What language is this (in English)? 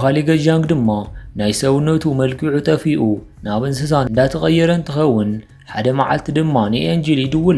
Tigrinya